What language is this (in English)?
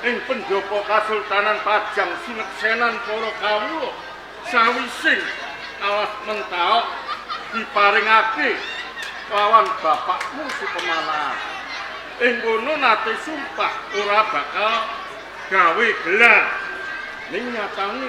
Javanese